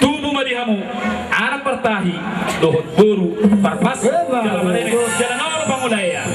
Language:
Batak Toba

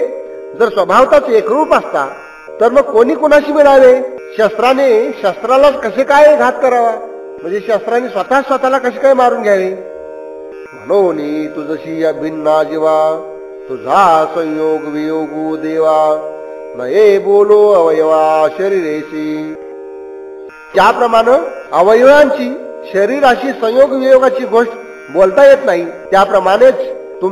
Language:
Marathi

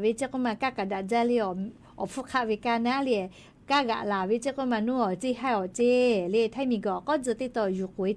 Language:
Lahu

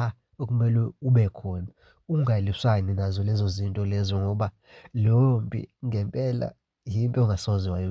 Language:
Zulu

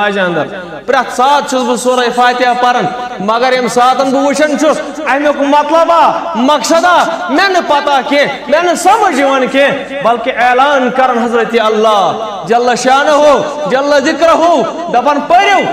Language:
Kashmiri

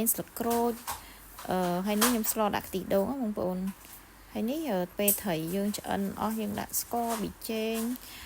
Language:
Khmer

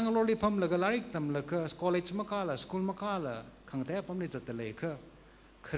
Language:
Tangkhul Naga (India)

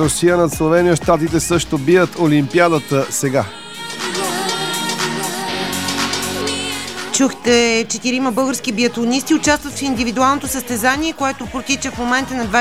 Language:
Bulgarian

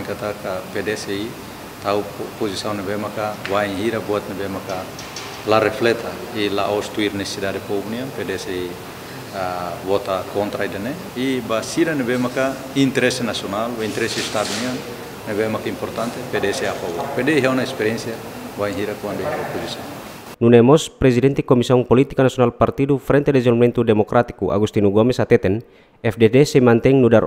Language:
Tetum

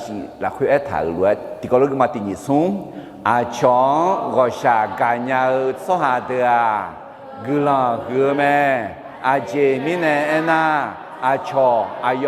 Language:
Akha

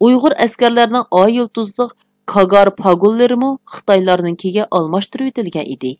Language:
Uyghur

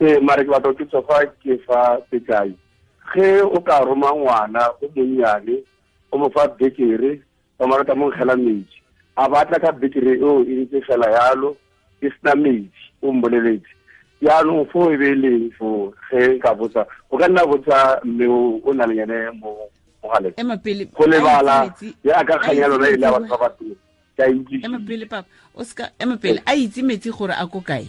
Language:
Tswana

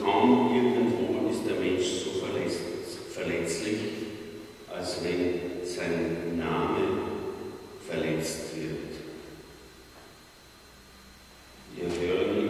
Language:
German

